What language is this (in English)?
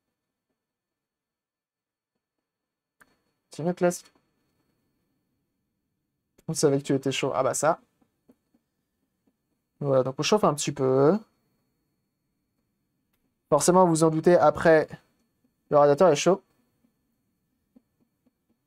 French